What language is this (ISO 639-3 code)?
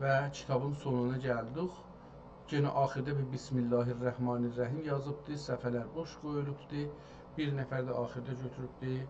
azb